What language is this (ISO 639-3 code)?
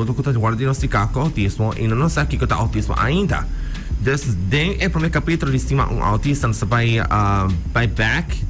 pap